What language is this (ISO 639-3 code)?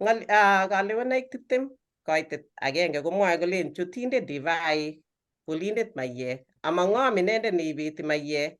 kln